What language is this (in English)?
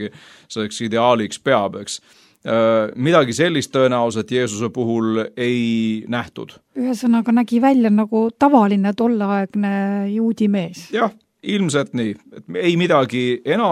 Estonian